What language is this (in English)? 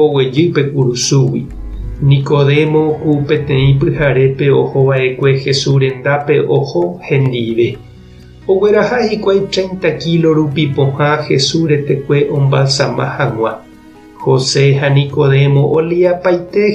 Guarani